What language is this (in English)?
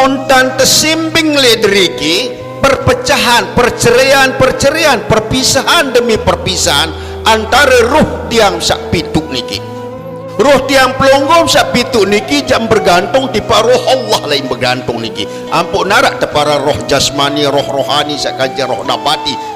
Sasak